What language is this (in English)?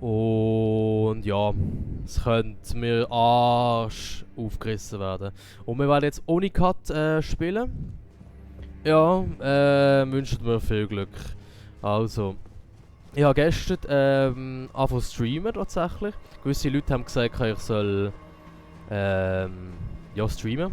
Swiss German